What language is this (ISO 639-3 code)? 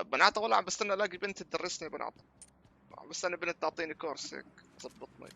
apc